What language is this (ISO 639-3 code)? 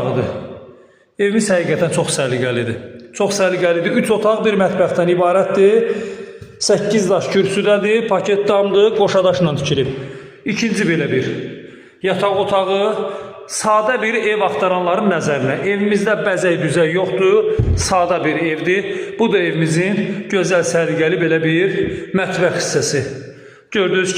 aze